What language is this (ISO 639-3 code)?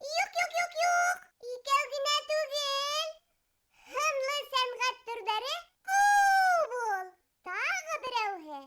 bak